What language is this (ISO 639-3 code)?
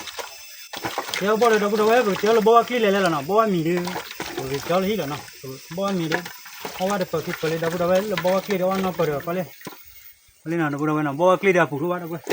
ksw